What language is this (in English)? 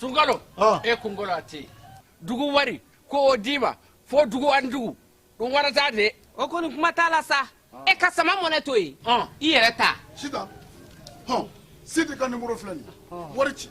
Bambara